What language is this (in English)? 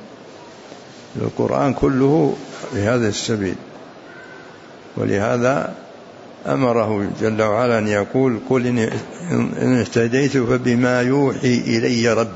Arabic